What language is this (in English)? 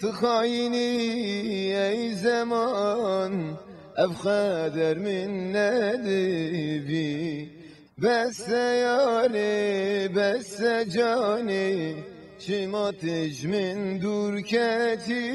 Kurdish